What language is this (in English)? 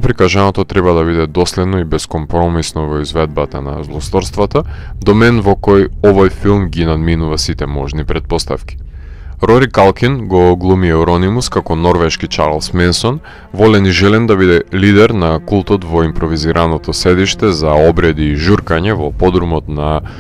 Macedonian